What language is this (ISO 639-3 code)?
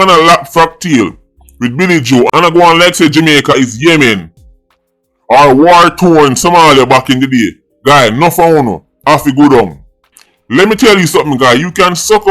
jam